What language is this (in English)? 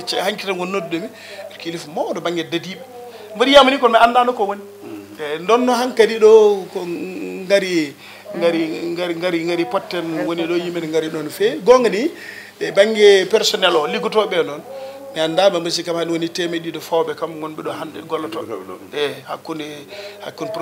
Fula